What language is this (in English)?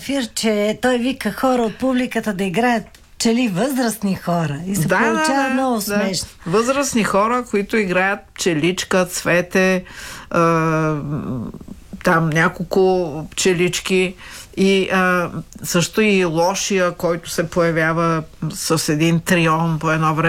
Bulgarian